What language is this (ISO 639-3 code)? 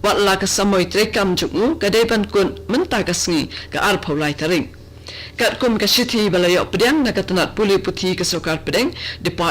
kha